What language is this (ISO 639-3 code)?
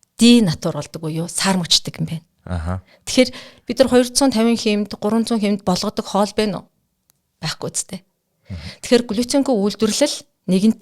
mon